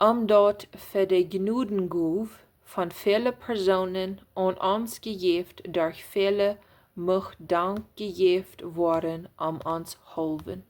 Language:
Plautdietsch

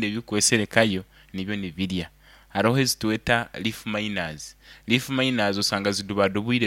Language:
Nyoro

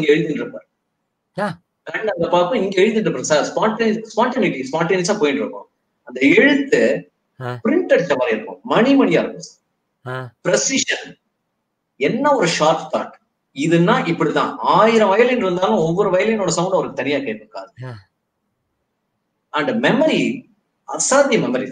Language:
Tamil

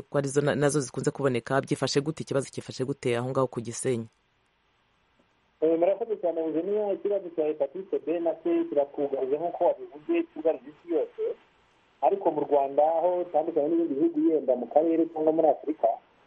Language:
Kinyarwanda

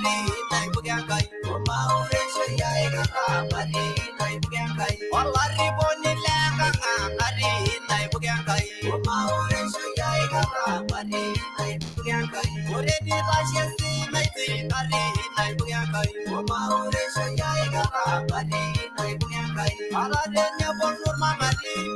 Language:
Masai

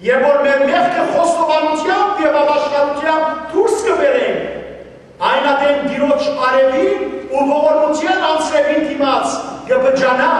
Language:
Western Armenian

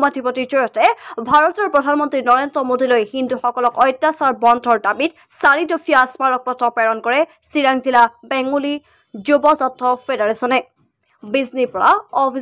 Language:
Assamese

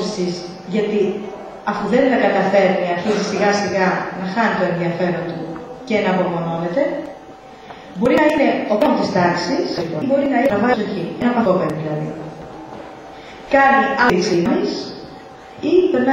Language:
Greek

